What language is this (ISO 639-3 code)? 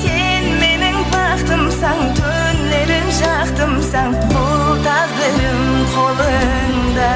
kaa